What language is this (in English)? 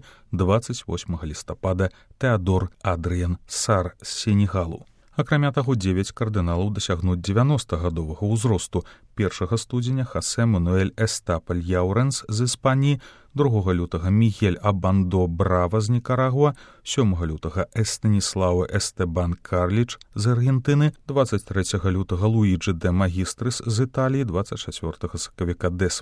Belarusian